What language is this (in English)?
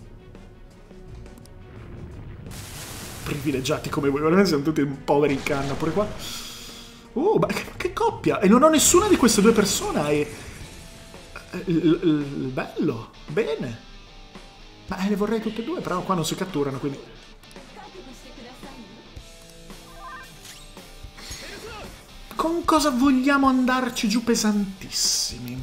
Italian